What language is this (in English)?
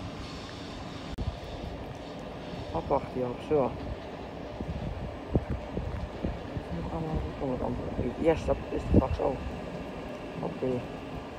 Dutch